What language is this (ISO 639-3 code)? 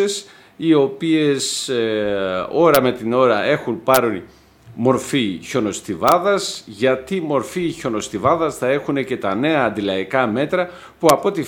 ell